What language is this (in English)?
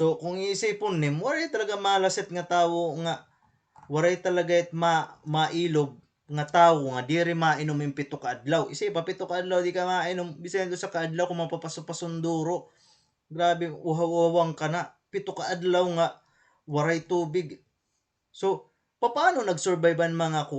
Waray